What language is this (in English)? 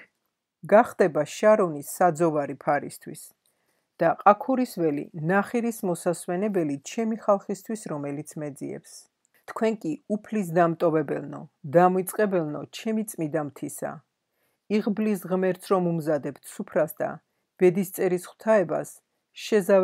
Georgian